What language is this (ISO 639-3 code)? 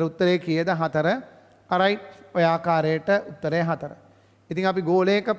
sin